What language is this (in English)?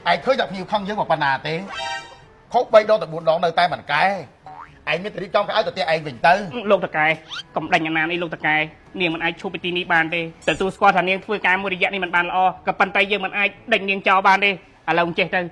Khmer